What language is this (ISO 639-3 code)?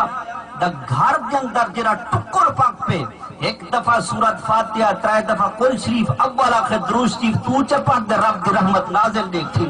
skr